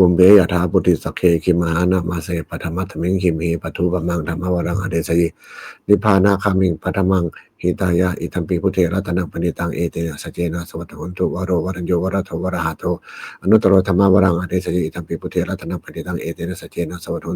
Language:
Pali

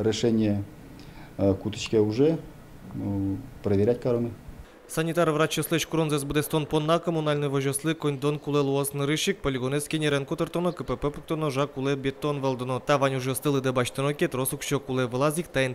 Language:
Udmurt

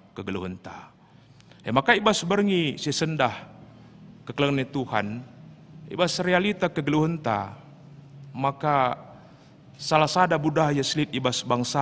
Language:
Batak Karo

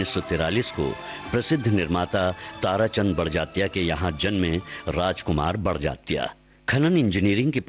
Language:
Hindi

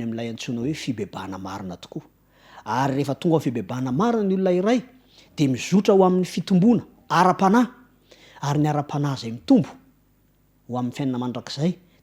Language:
Malagasy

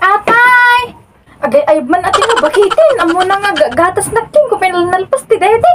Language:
Iloko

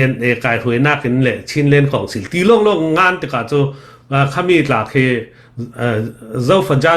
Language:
Falam Chin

